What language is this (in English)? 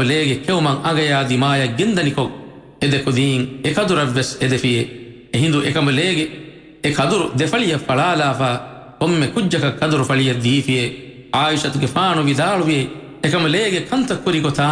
Divehi